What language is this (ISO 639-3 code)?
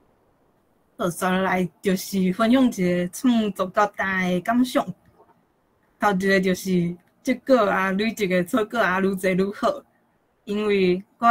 nan